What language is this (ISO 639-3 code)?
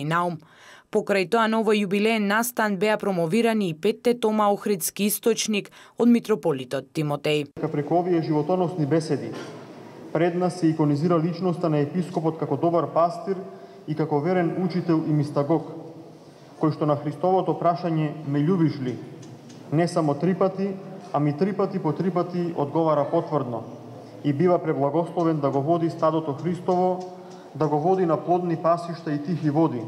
mkd